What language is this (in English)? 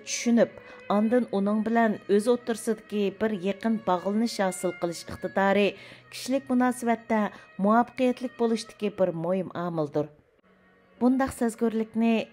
Uyghur